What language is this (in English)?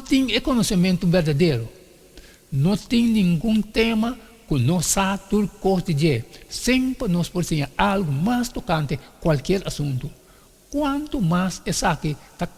Papiamento